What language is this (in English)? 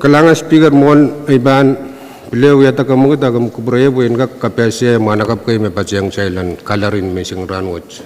Pohnpeian